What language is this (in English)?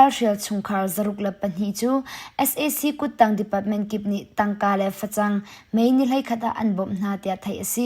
Hakha Chin